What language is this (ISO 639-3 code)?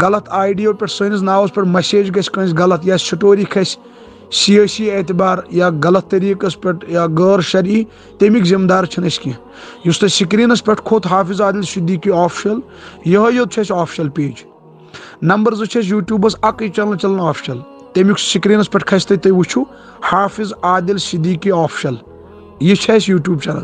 kas